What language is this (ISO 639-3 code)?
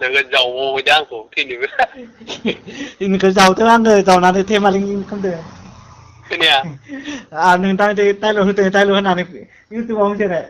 brx